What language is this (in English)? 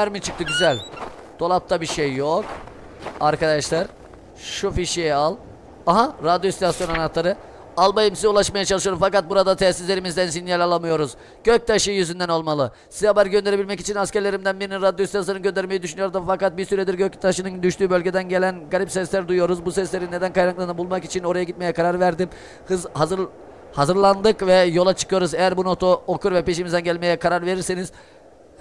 Turkish